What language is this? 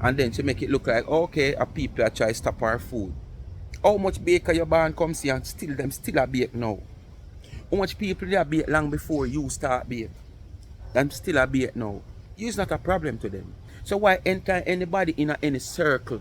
Jamaican Creole English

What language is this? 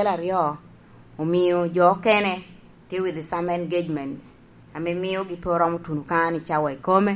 Lango (Uganda)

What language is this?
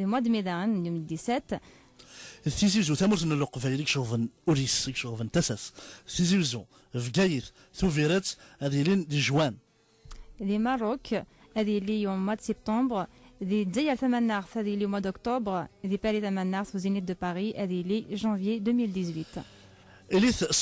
Kabyle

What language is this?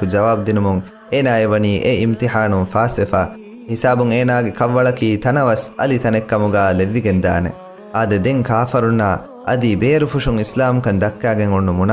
Divehi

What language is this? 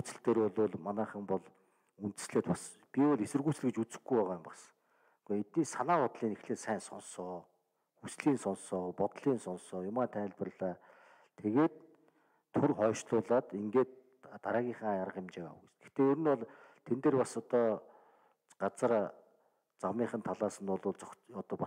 Mongolian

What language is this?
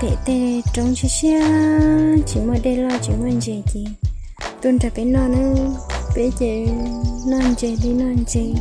Hmong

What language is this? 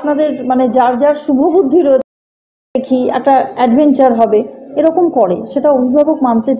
Bangla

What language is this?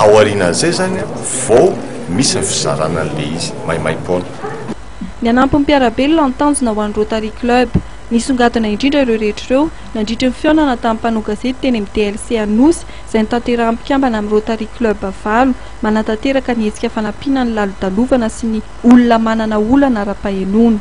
Malagasy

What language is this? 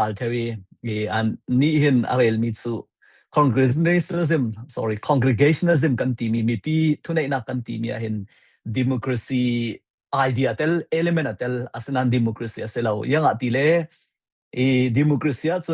Falam Chin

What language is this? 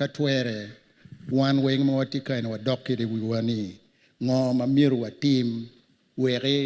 Acoli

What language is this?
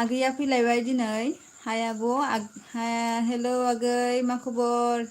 Bodo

